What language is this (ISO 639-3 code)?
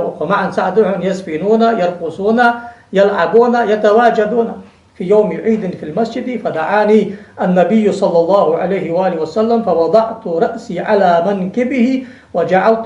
inh